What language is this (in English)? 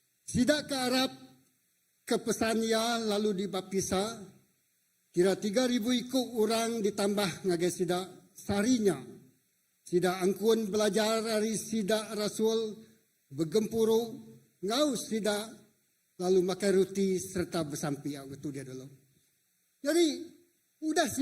Iban